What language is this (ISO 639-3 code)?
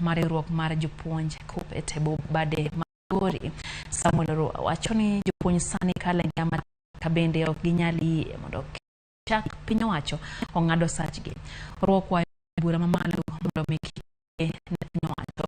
luo